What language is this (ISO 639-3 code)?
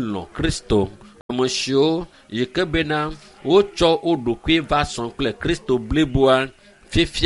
ewe